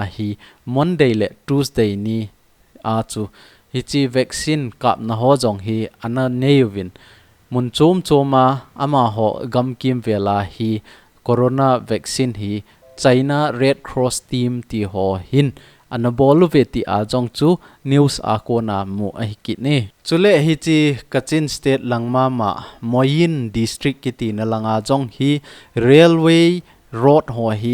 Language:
Thado Chin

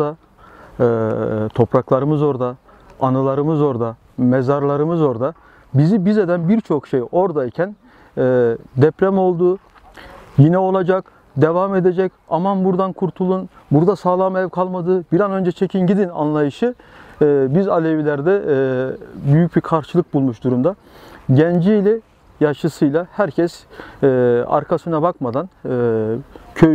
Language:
Turkish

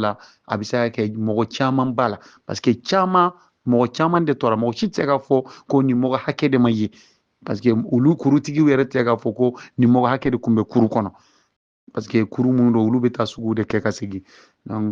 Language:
Bambara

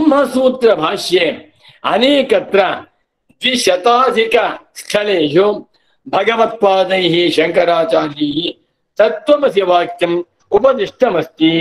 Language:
Sanskrit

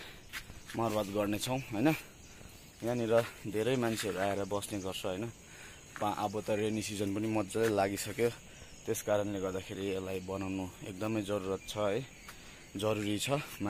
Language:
Nepali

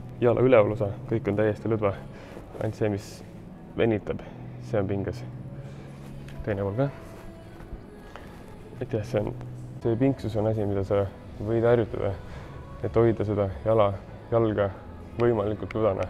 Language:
Estonian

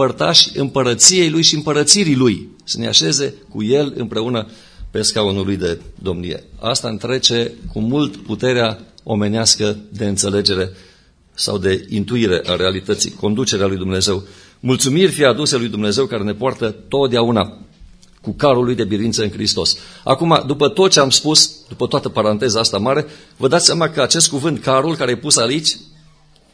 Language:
Romanian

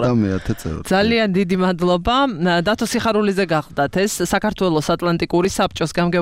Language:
Georgian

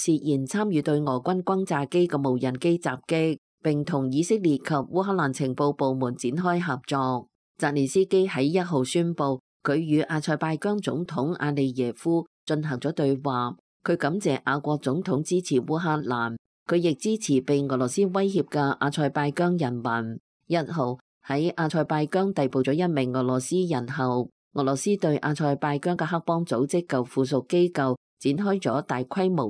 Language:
Cantonese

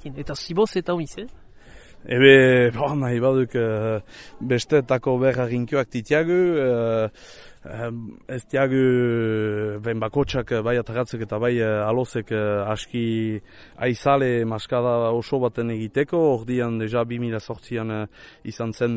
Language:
Basque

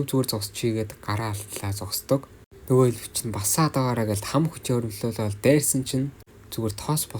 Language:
Mongolian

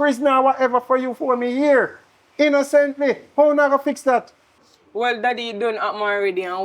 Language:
Jamaican Creole English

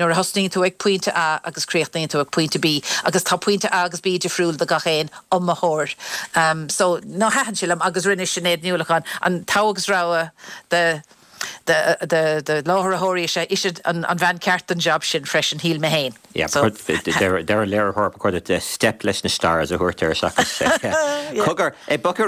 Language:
Irish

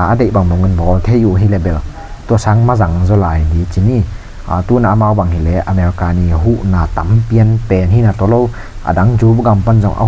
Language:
Tedim Chin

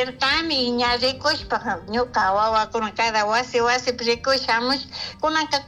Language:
Chimborazo Highland Quichua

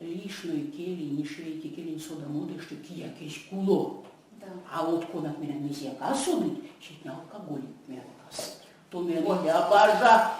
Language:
Erzya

